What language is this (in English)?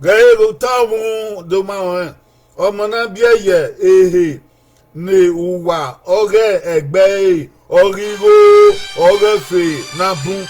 Bini